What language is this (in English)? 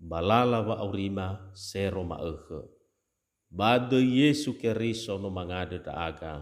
Nias